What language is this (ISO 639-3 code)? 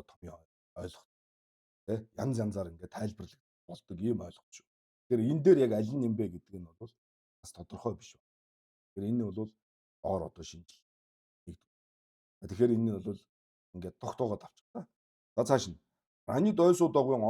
mon